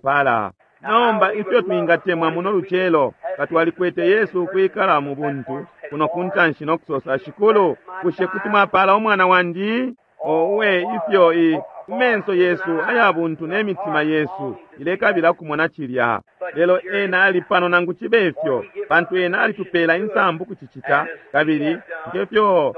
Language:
Bemba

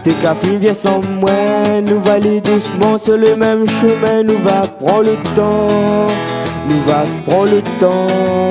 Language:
Réunion Creole French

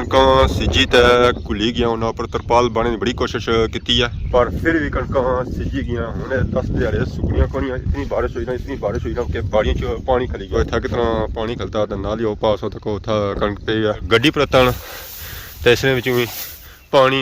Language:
Pahari-Potwari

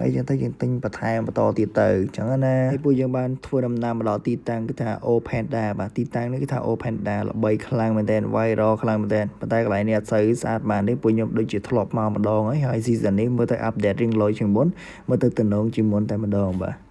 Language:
Khmer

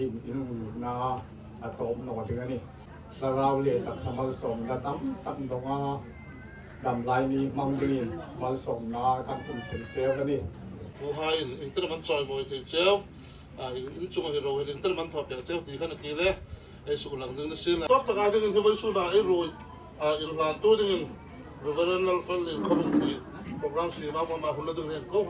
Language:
Hmar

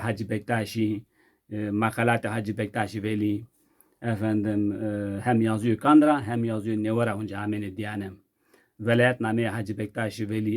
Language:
Zaza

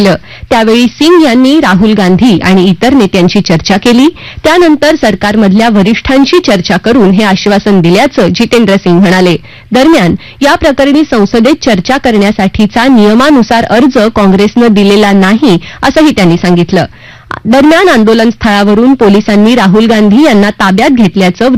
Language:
Marathi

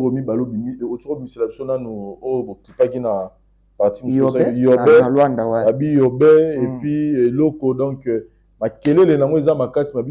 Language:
Lingala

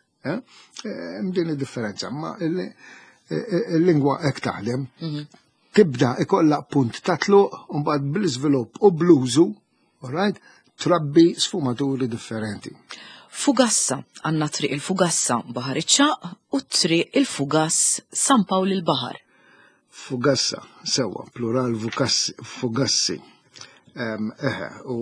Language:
Maltese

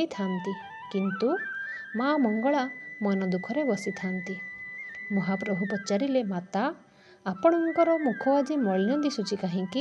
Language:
Odia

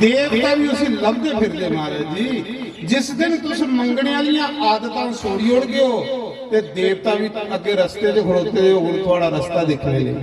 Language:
Dogri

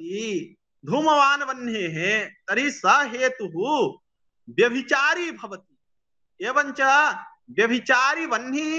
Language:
Sanskrit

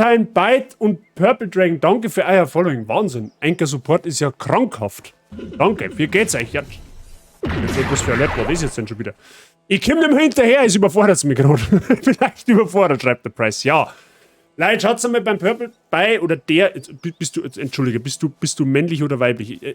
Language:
Bavarian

